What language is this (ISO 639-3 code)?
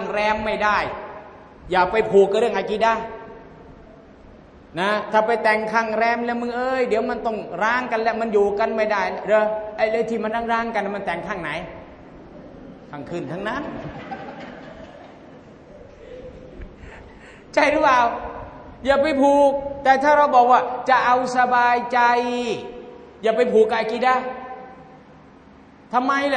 tha